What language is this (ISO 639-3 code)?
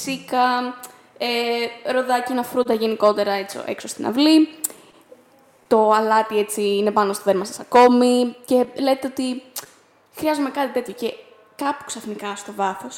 ell